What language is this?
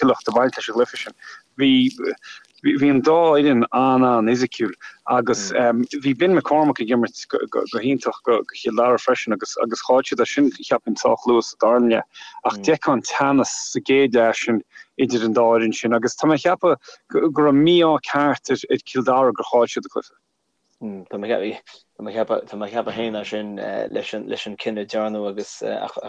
Irish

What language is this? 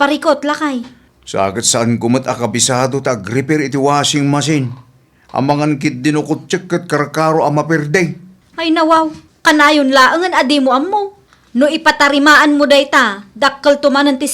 Iloko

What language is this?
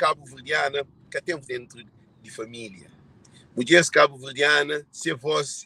Kabuverdianu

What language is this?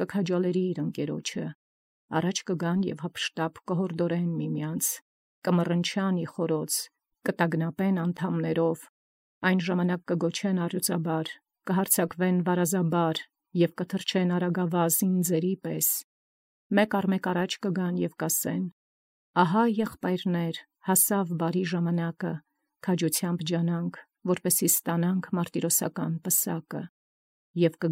Armenian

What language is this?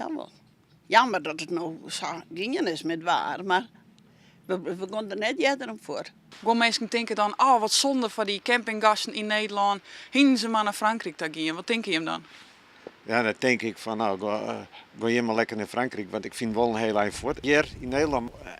Western Frisian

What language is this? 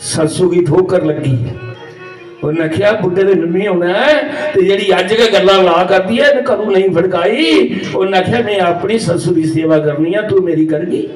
Dogri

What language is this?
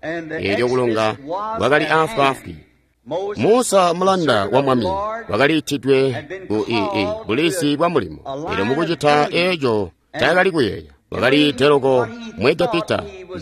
Tonga (Zambia)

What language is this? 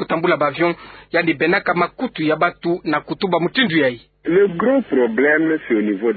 Kituba (Democratic Republic of Congo)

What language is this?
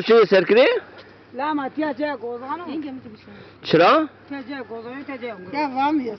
Zaza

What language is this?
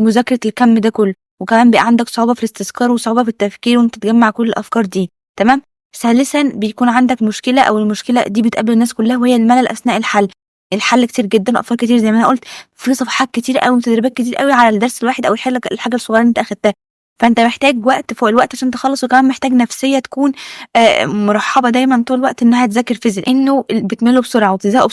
Egyptian Arabic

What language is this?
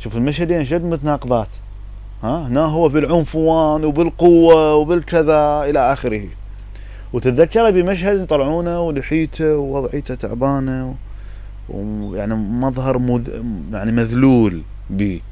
Mesopotamian Arabic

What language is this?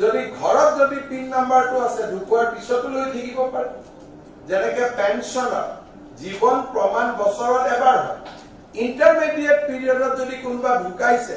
Assamese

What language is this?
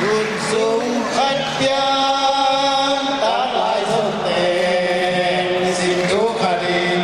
Tedim Chin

